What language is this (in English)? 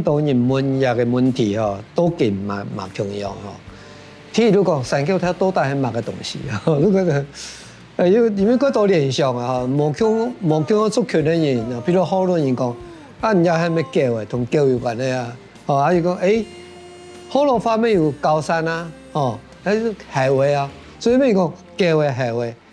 Hakka Chinese